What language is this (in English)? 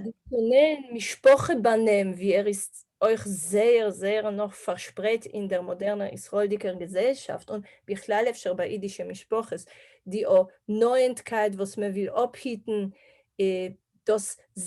Yiddish